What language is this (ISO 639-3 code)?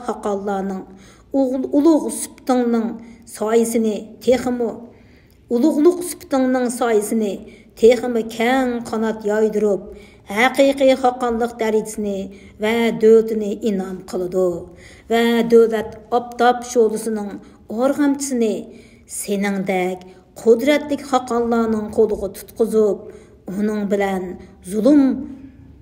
uig